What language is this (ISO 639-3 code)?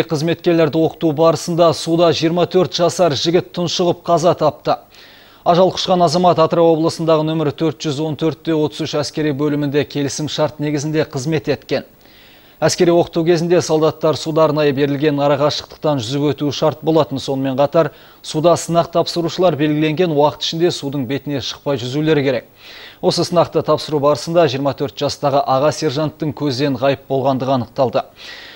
kaz